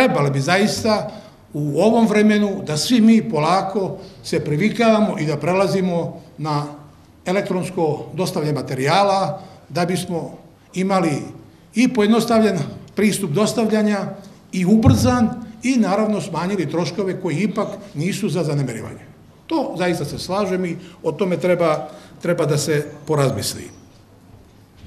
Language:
Serbian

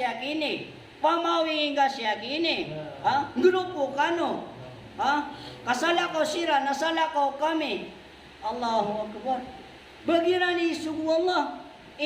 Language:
Maranao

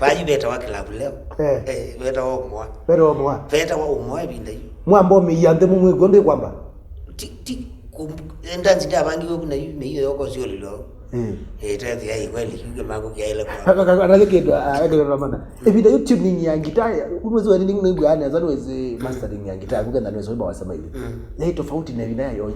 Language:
Kamba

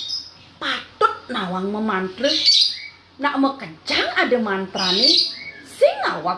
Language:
Balinese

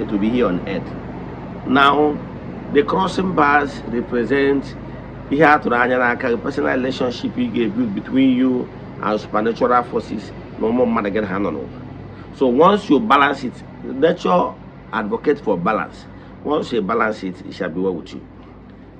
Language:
Igbo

